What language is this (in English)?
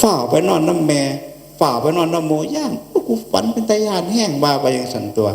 Northeastern Thai